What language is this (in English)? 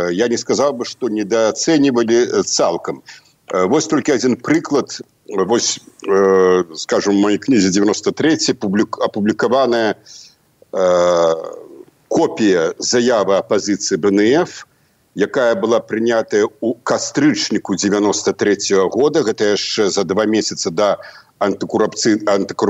Belarusian